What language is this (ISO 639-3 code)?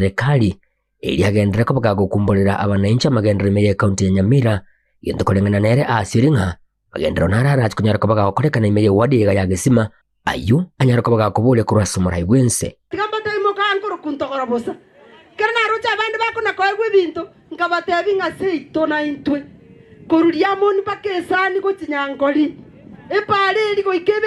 guz